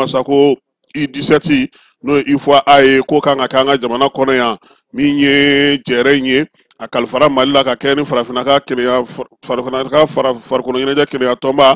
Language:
Bambara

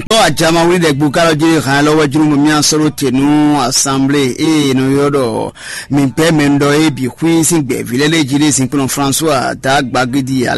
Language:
Fon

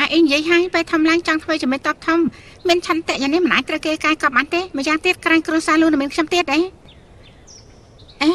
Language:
Khmer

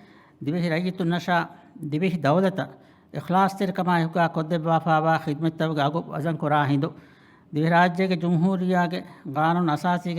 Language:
Divehi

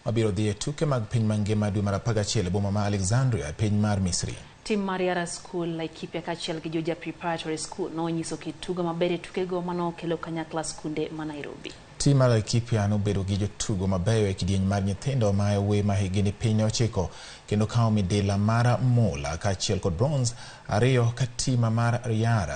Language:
Luo (Kenya and Tanzania)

